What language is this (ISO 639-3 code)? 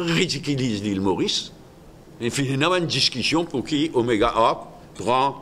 mfe